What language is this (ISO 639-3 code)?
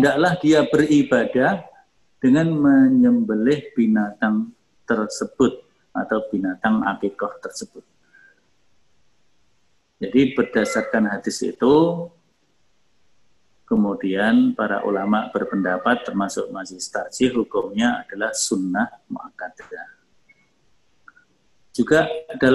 ind